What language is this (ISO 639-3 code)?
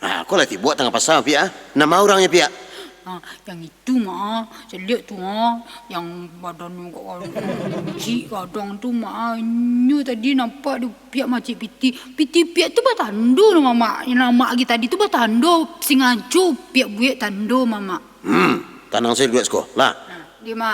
min